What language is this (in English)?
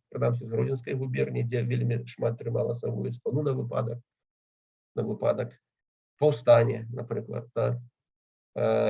Belarusian